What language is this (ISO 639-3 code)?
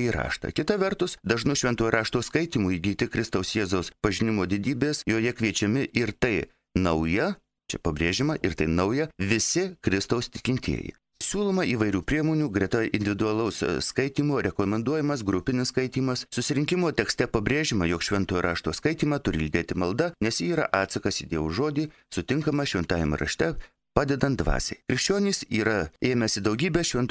lit